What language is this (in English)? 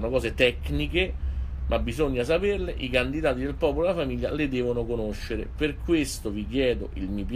Italian